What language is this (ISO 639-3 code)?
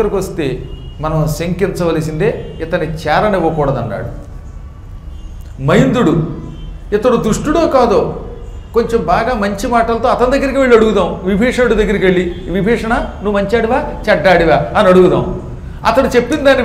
tel